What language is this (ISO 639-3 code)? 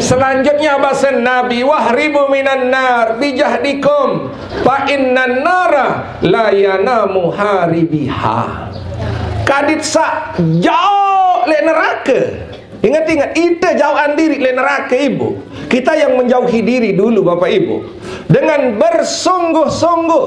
sas